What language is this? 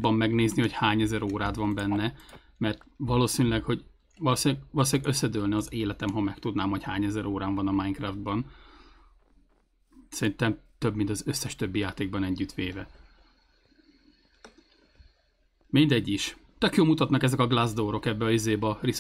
Hungarian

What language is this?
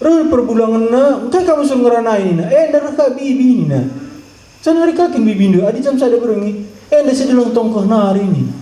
Batak Karo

